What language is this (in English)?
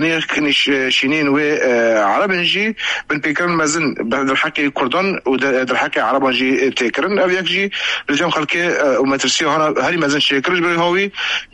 Kurdish